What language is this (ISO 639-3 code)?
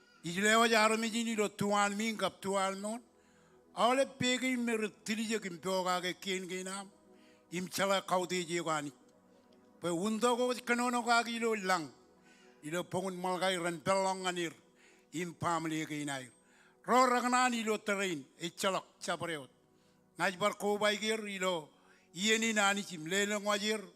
mah